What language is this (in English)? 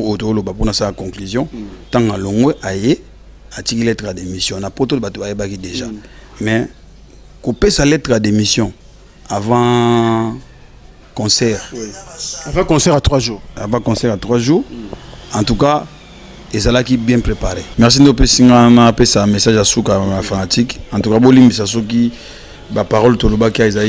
Lingala